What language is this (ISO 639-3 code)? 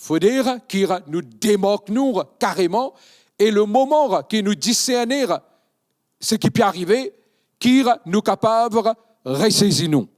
mfe